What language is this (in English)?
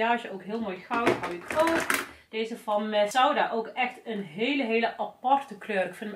Dutch